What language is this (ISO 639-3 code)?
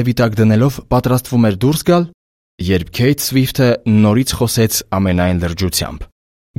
hye